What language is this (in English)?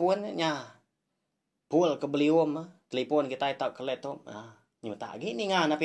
Iban